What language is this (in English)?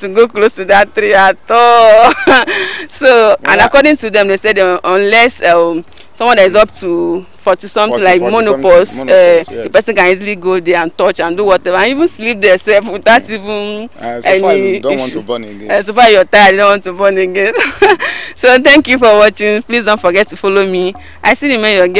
Igbo